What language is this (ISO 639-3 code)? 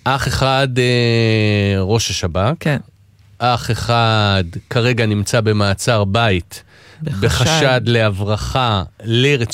heb